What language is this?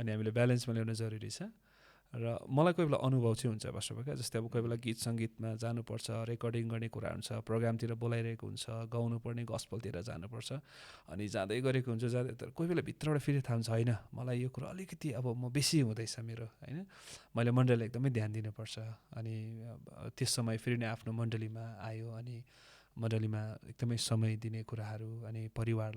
Nepali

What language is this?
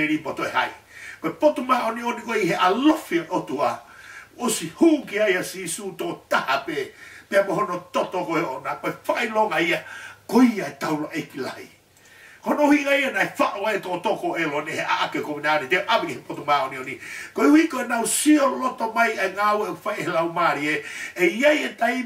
Tongan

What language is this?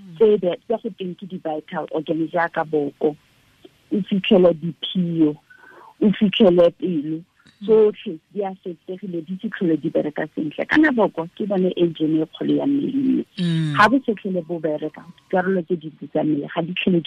Tswana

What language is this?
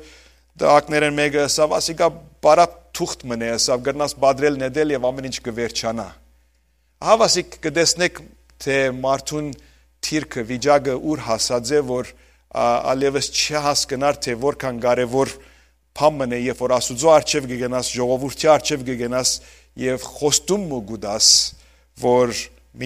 Western Armenian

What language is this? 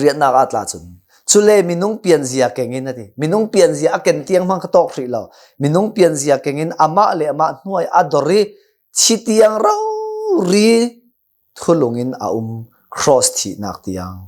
Hakha Chin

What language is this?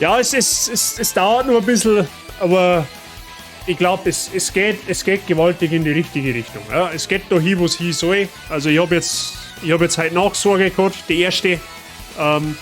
Bavarian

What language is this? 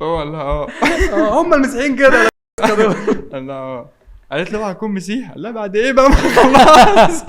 Egyptian Arabic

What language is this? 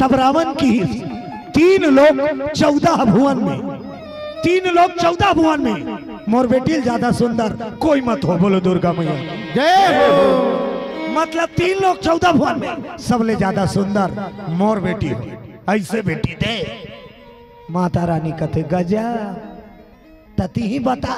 Chhattisgarhi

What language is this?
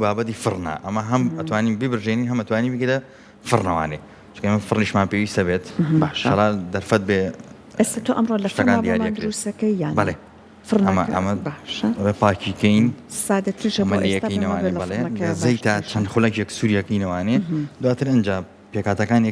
Central Kurdish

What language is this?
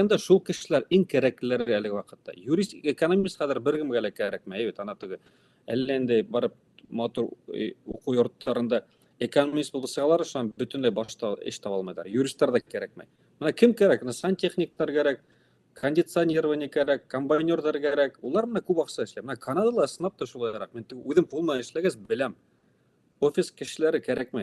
Bashkir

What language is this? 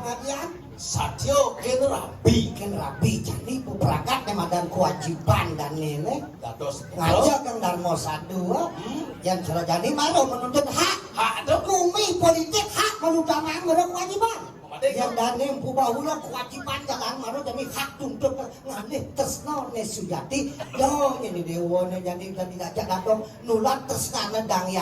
Balinese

